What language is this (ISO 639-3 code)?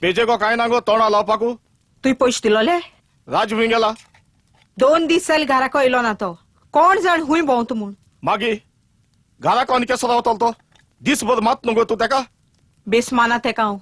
kok